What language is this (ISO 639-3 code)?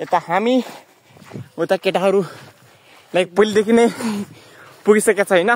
nep